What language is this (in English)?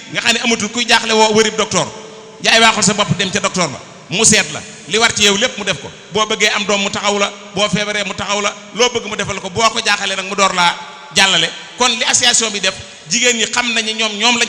Wolof